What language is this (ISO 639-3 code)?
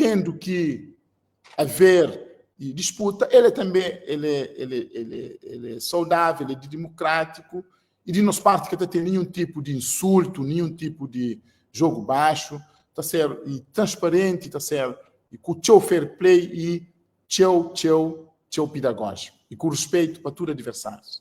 kea